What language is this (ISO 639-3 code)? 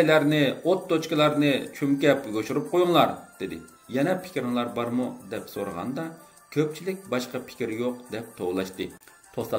uig